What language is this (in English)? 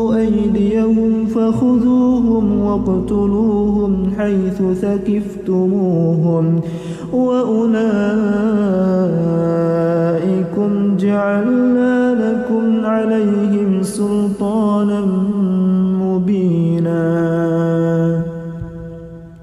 Arabic